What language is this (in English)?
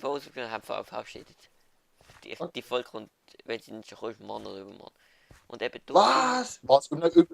Swiss German